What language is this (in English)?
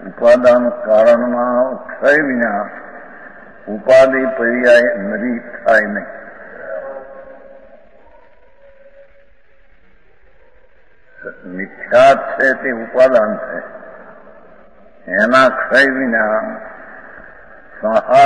Gujarati